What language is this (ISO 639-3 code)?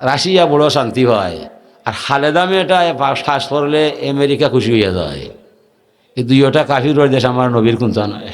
syl